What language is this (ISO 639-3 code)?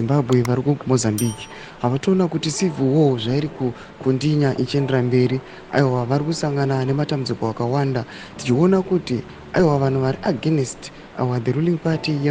sna